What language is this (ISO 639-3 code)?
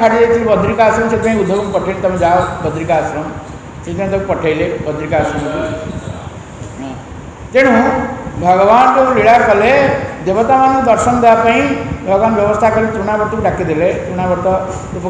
ori